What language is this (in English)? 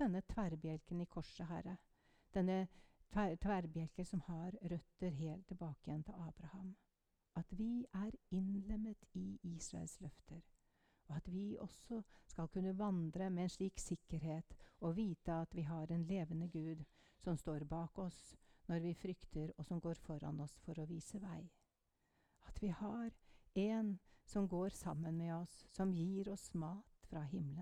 Norwegian